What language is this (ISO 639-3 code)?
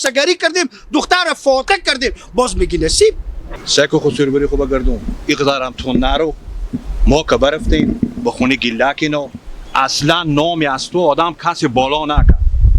haz